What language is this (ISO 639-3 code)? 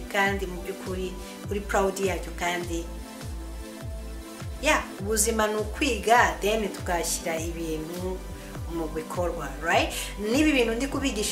kin